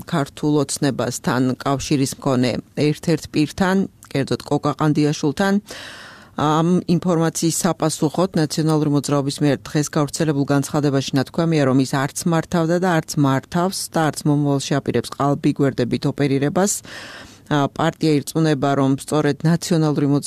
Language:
Georgian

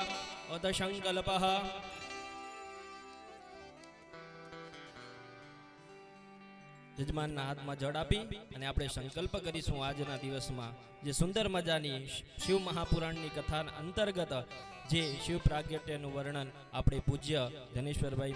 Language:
Gujarati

